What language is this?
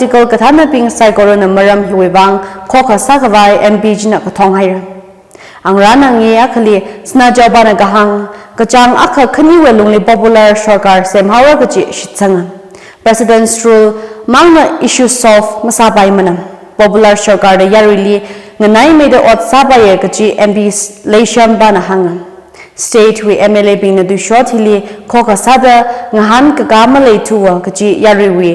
Tangkhul Naga (India)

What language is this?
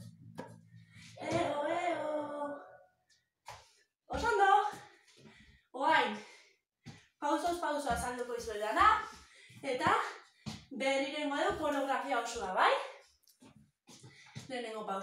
Basque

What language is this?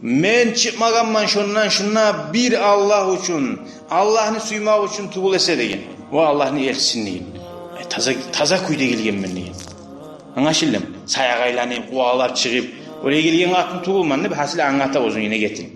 Kumyk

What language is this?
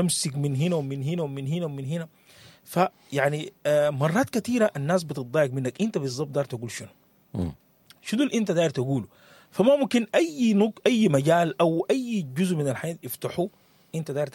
Sudanese Arabic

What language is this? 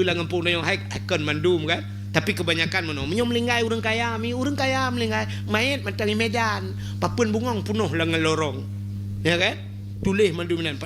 Achinese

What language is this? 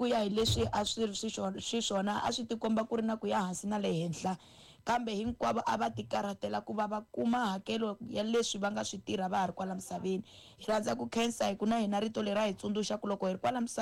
Tsonga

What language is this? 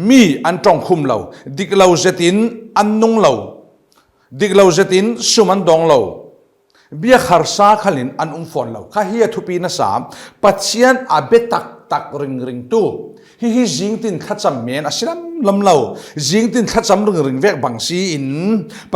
Falam Chin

